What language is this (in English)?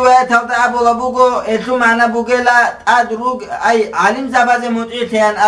Avaric